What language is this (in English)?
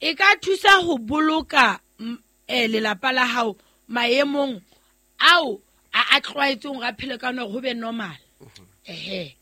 Southern Sotho